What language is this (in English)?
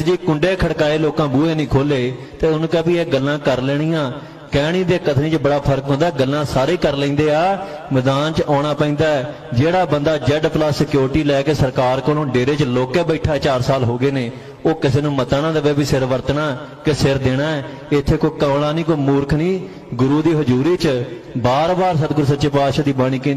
Punjabi